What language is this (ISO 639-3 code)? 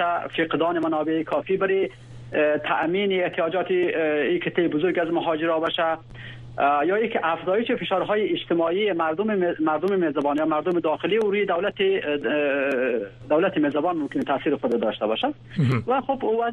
fas